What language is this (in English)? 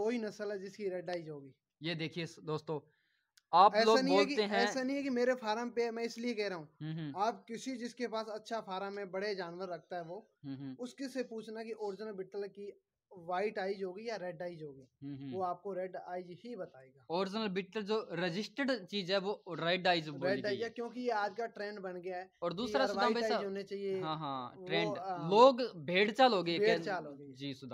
Hindi